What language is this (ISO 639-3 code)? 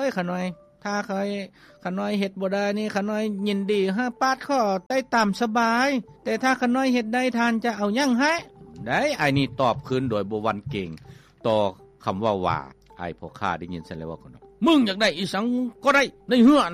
lao